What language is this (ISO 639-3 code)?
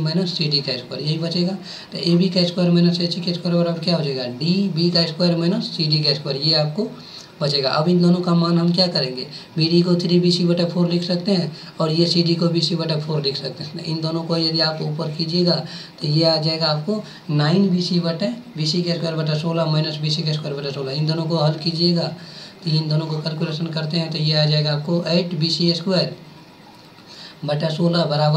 hin